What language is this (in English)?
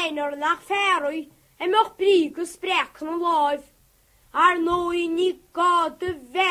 Irish